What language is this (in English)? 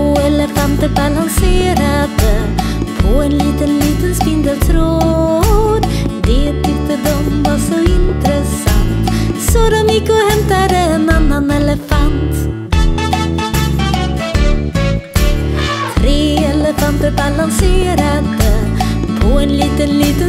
Swedish